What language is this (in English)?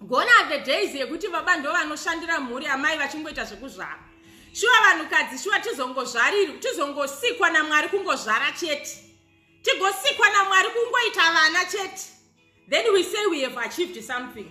Shona